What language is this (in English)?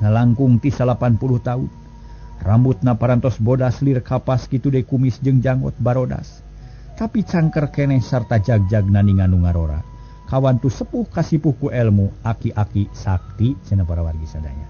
Sundanese